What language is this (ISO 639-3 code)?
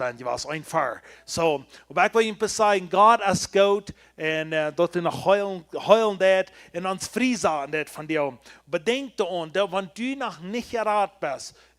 pdt